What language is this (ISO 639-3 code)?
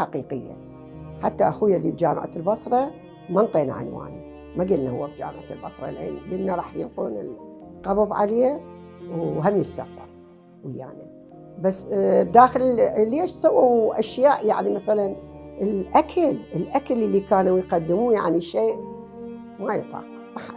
acm